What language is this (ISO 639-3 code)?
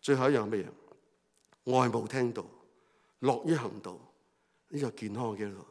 yue